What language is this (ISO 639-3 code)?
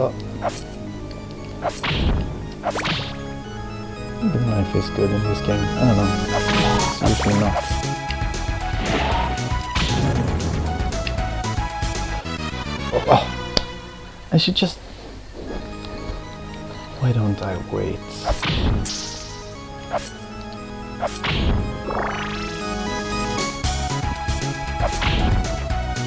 eng